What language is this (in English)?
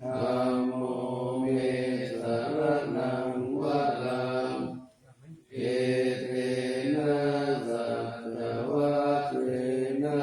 Pali